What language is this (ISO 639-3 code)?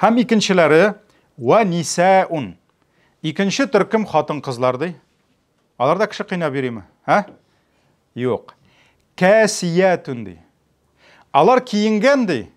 tat